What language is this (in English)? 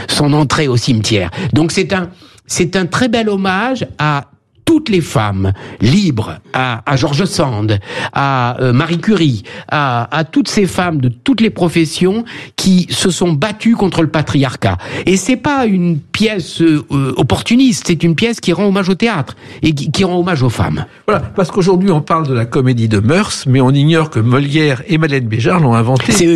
French